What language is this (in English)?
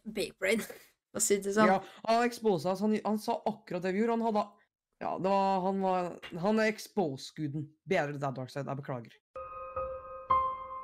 Norwegian